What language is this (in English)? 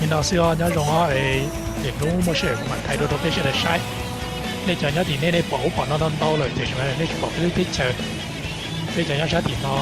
Hmong